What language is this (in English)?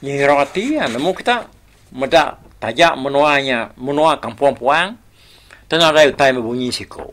Iban